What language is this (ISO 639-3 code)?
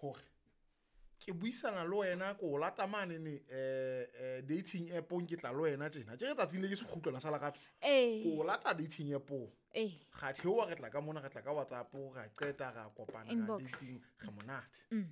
sot